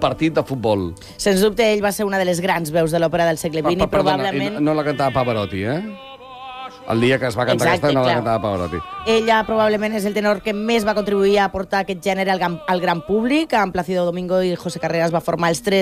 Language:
Catalan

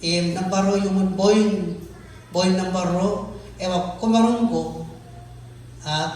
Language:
Marshallese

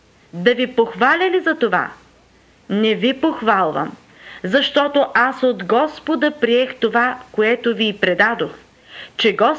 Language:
Bulgarian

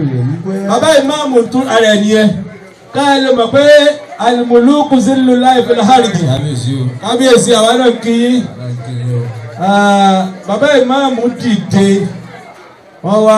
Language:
Yoruba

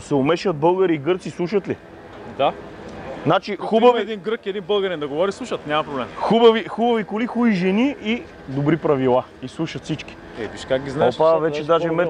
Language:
Bulgarian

